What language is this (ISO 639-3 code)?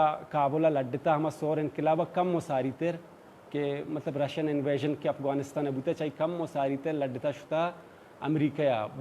bal